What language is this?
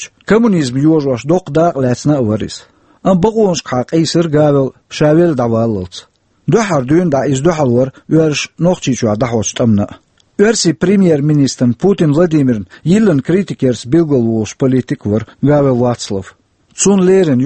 Chechen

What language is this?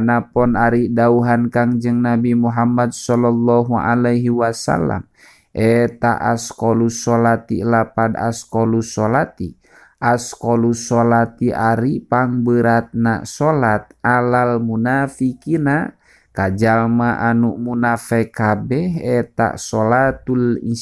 Sundanese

